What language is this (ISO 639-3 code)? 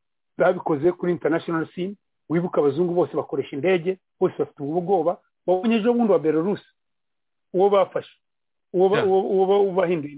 kin